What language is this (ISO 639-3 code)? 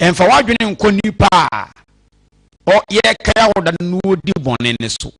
aka